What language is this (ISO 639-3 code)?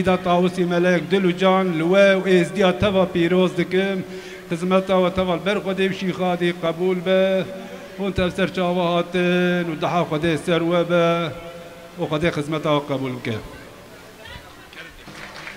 kur